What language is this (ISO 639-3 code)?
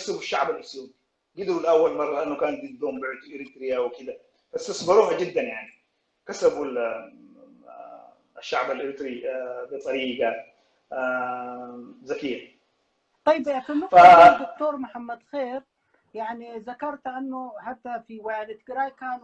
apd